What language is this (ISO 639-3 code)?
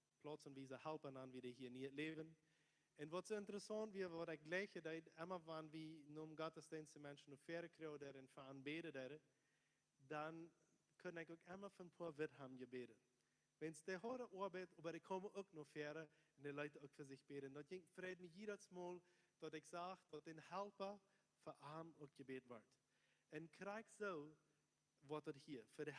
pdt